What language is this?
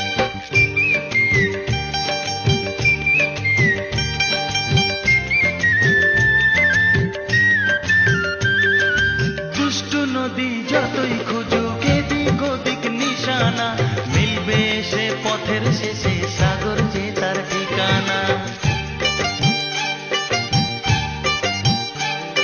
Bangla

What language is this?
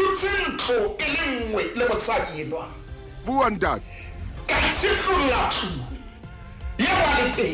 Southern Sotho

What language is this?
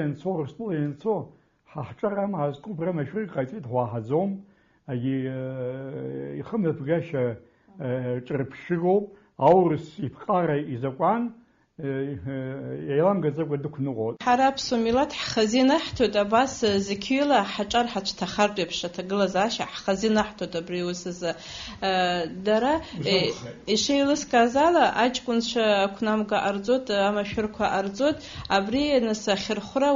Abkhazian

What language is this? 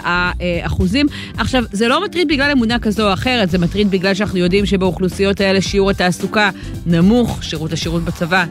Hebrew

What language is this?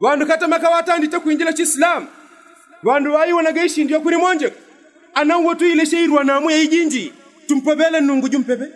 Yao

